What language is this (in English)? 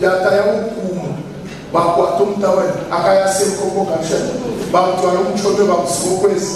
Nyankole